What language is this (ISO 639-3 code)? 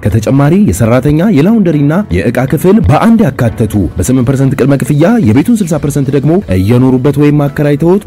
amh